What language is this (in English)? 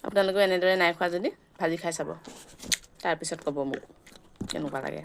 Assamese